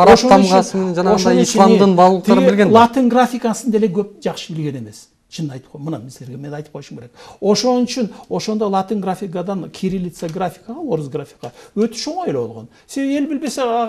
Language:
Kyrgyz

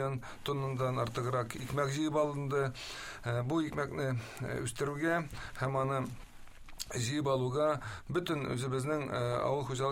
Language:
Tatar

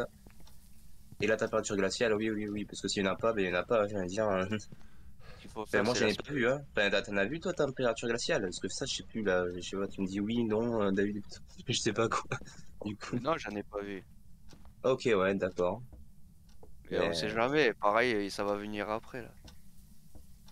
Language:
French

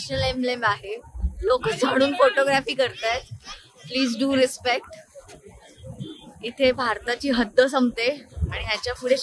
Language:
Marathi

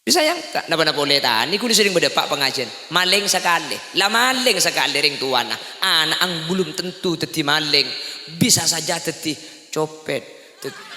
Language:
Madurese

